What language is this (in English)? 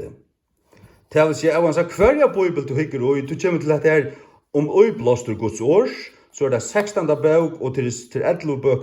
Faroese